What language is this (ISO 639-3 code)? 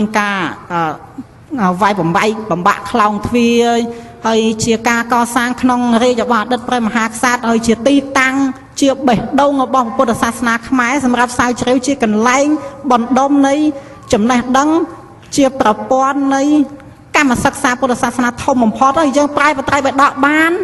khm